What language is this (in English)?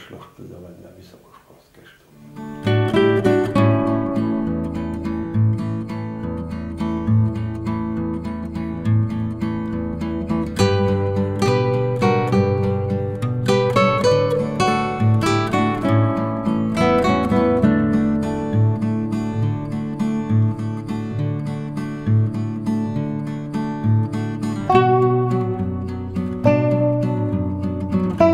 Slovak